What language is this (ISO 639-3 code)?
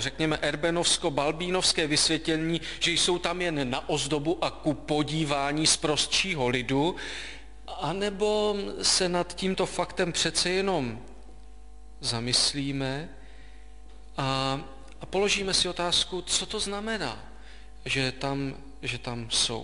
ces